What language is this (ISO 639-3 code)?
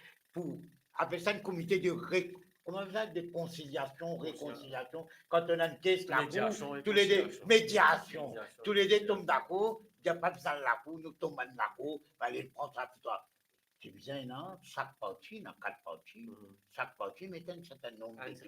mfe